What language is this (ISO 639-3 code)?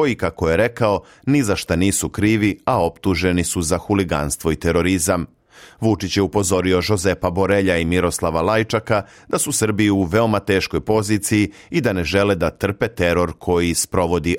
srp